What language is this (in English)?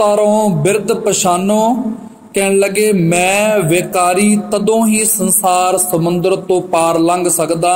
Punjabi